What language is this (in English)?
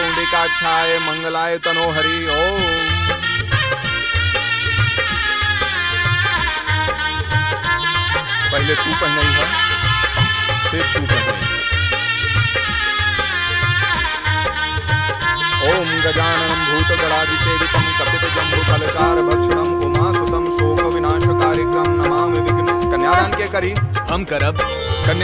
Bhojpuri